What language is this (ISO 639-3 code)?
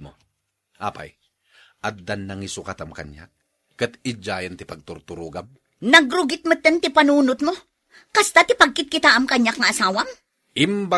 ilo